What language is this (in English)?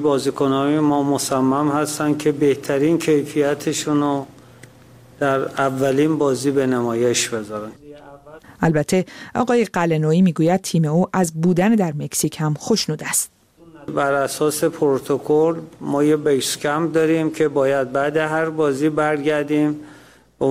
Persian